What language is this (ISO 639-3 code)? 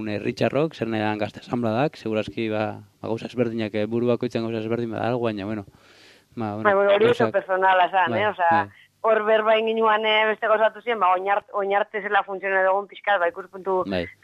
eus